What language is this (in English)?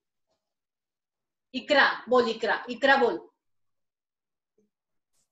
Marathi